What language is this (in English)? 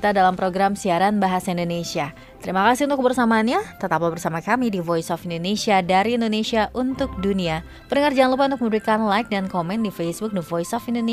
Indonesian